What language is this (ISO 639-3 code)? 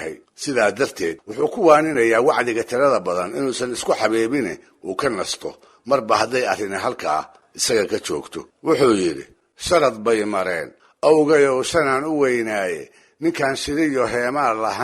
som